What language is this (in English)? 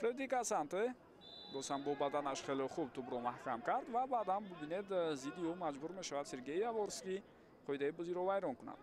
Tajik